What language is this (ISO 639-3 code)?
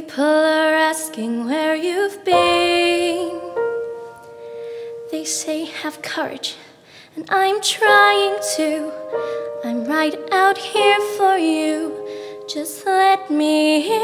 eng